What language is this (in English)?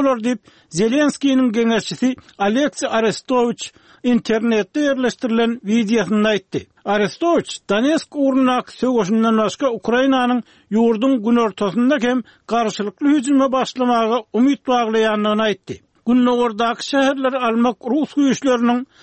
Turkmen